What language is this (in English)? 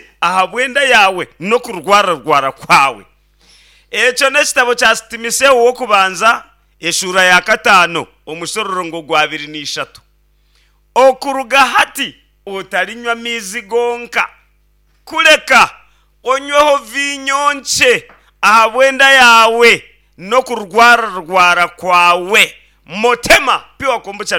Nyankole